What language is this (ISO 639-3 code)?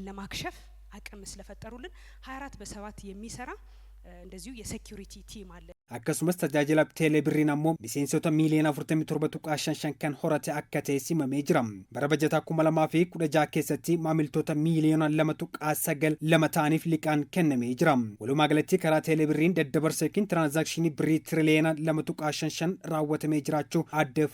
orm